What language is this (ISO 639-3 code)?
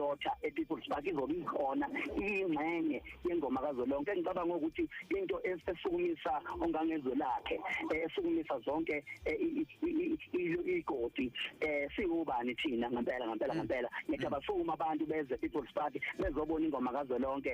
zul